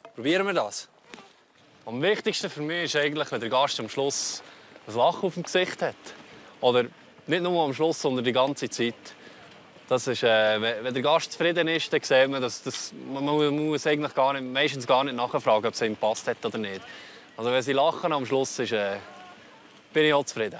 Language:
Swiss German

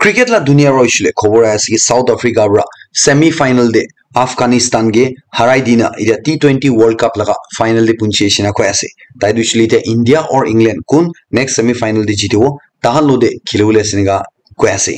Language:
Naga Pidgin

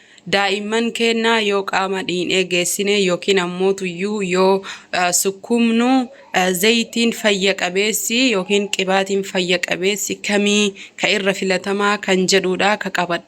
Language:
Oromo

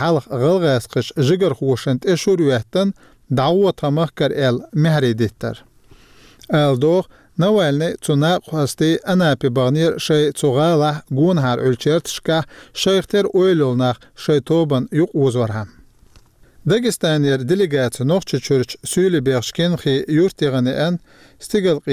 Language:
Chechen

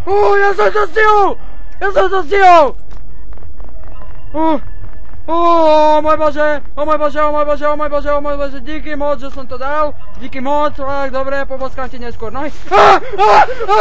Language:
Slovak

